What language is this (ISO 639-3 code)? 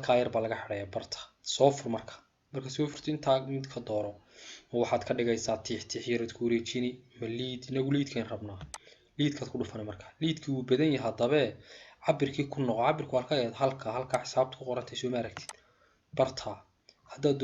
som